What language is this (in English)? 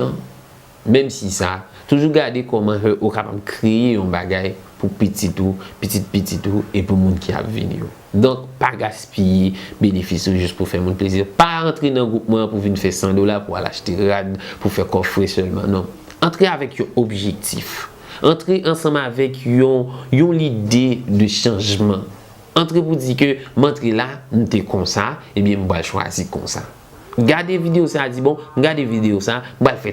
Haitian Creole